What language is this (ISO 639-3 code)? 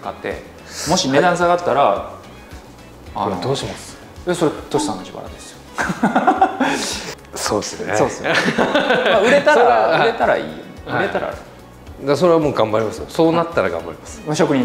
jpn